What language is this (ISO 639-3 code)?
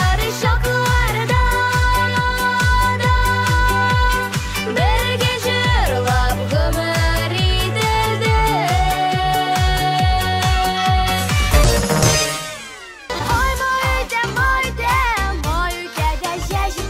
tat